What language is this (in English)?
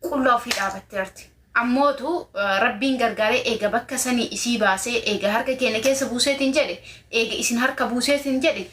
Oromo